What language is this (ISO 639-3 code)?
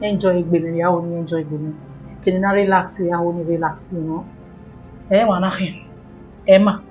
bin